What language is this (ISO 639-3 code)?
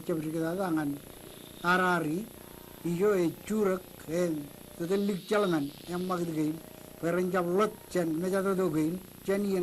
mah